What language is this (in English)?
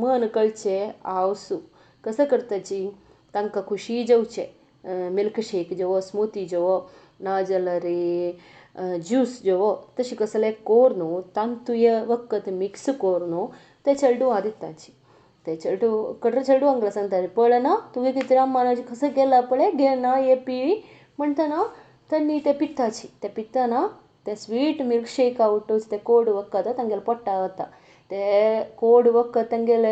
Konkani